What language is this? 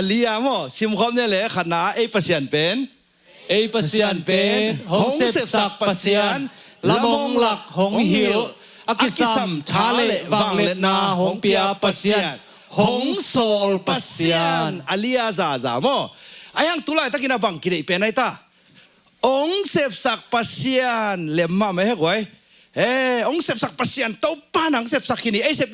Tedim Chin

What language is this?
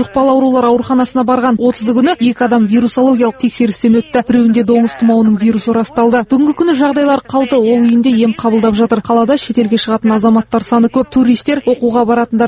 Kazakh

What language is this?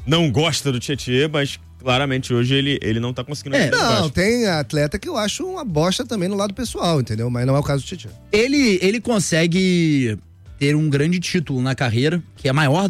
Portuguese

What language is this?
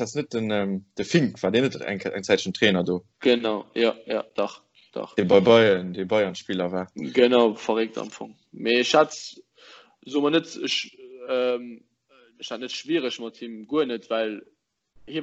Luxembourgish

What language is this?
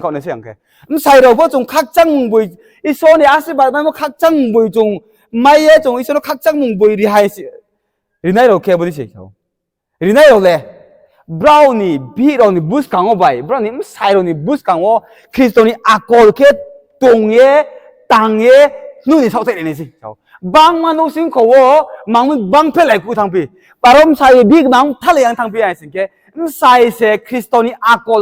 Riang (India)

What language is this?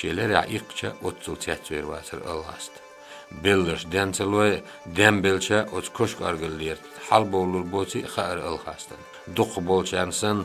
Chechen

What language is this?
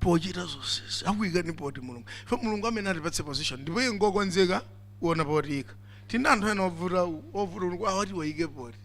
Nyanja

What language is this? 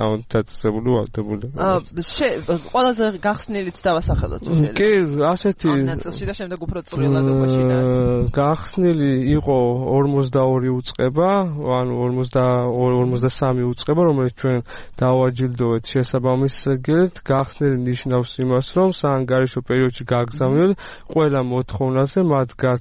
Georgian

